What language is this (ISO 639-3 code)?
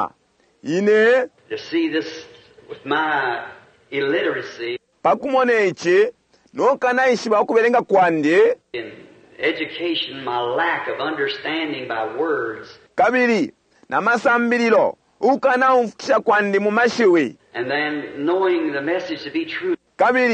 bem